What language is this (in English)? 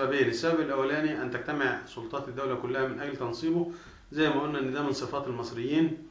Egyptian Arabic